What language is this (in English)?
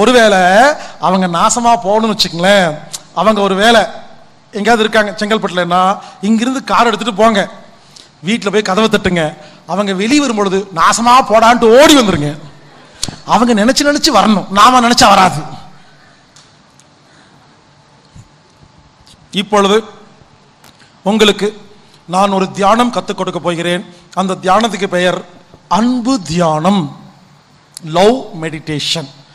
Tamil